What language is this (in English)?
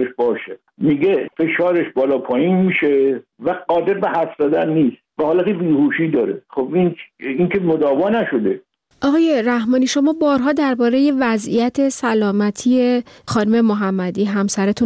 Persian